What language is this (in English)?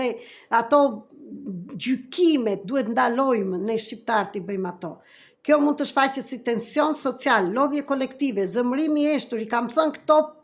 Albanian